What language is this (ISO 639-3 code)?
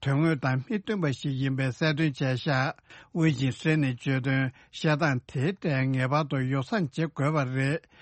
bod